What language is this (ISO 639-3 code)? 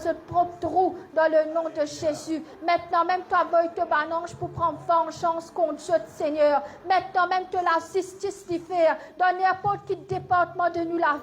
mfe